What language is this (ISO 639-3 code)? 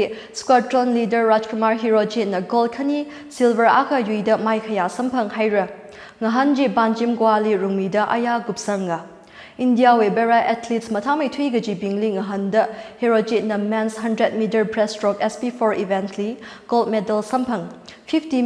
nmf